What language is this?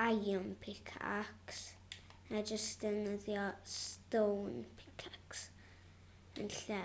Welsh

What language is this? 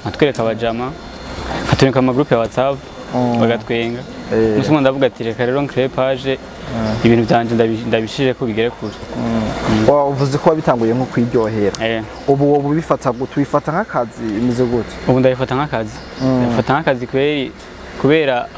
Rundi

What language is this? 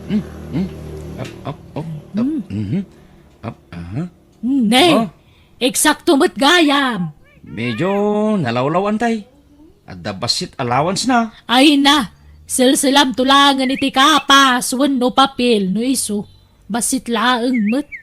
Iloko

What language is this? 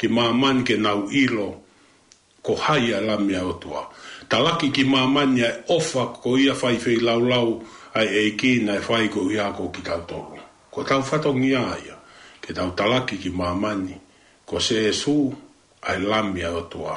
Tongan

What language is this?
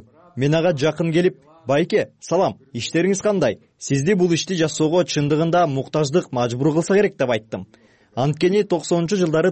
Kyrgyz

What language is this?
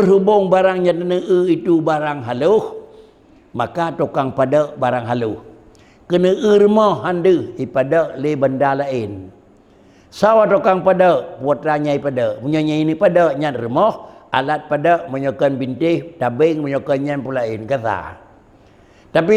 Achinese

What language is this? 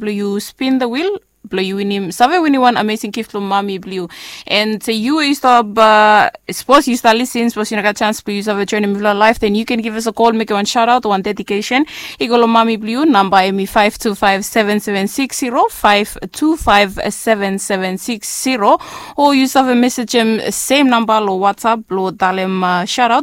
Bislama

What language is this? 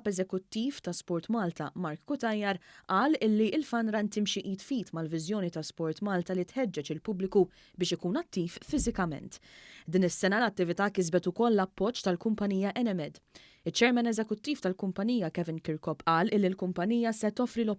Maltese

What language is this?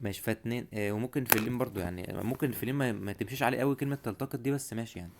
Egyptian Arabic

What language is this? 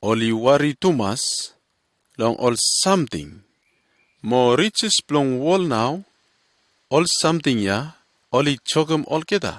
Bislama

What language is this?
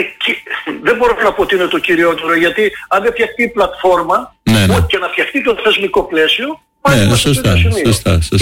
Greek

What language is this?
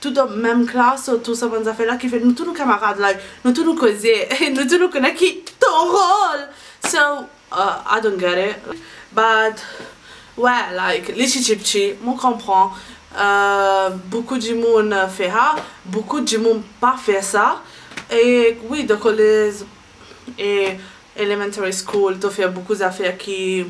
Morisyen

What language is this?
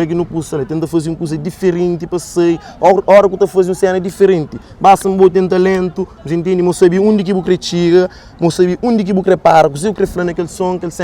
Kabuverdianu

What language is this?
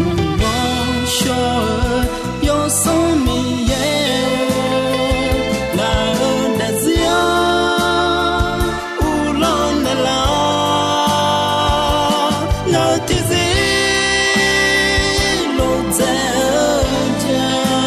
Akha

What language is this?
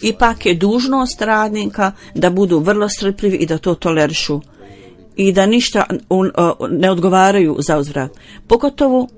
Bosnian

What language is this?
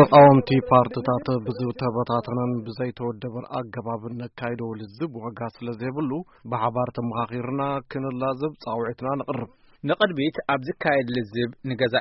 Tigrinya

